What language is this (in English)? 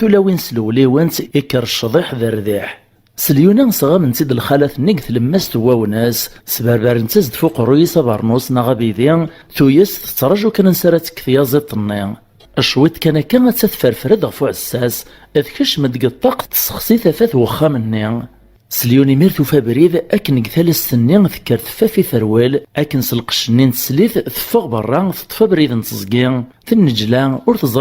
Kabyle